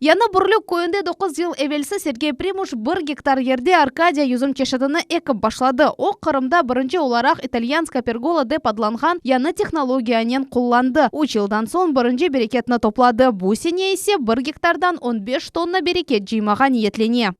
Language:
Crimean Tatar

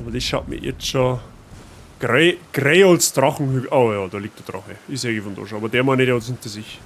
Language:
Bavarian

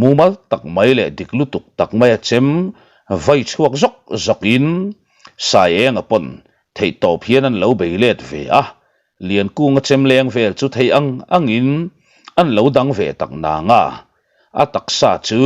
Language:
Mizo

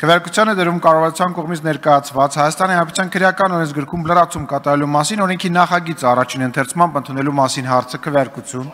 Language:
Armenian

